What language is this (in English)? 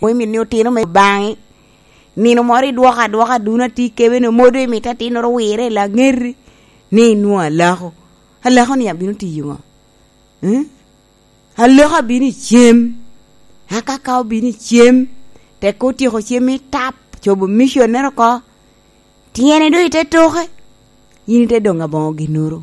Lango (Uganda)